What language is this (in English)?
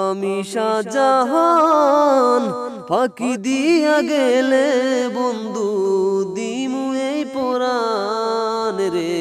Sylheti